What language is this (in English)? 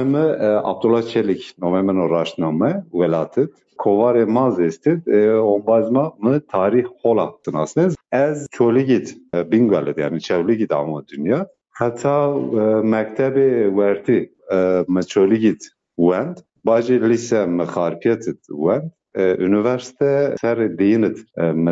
Zaza